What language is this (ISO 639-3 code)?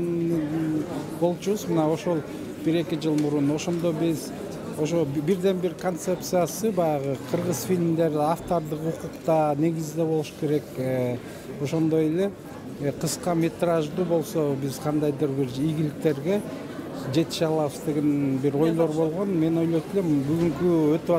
kir